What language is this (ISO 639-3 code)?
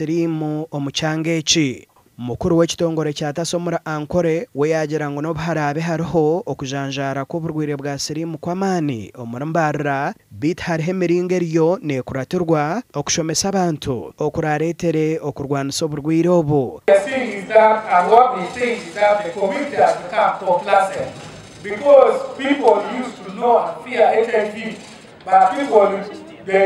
nyn